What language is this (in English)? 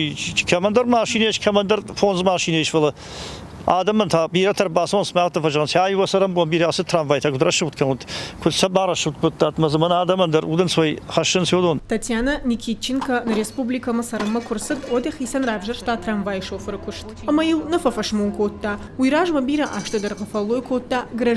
Ossetic